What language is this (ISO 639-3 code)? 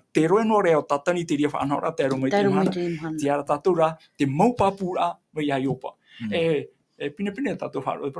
tah